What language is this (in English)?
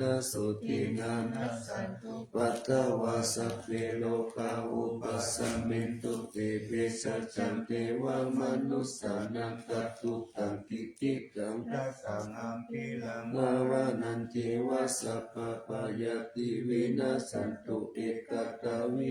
Pali